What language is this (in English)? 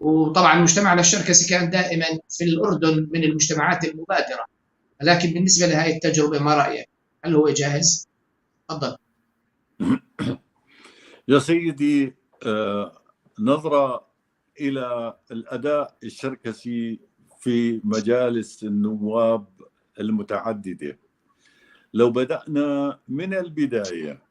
North Levantine Arabic